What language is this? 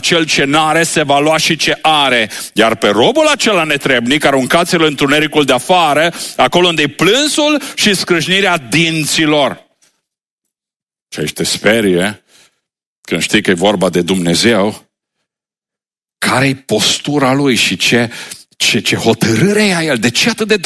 Romanian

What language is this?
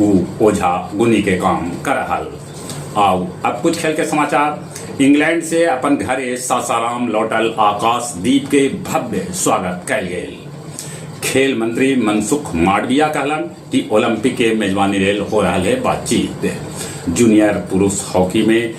Magahi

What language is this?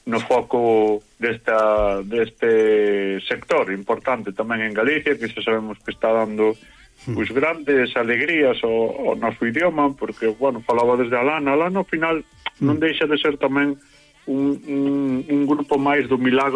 Galician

